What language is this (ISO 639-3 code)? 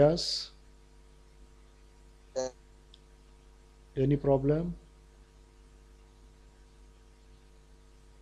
mar